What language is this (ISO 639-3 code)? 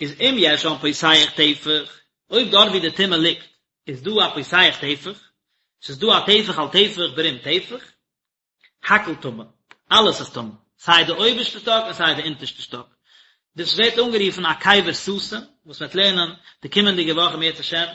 yid